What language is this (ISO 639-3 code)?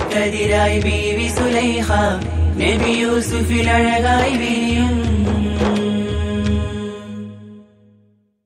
mal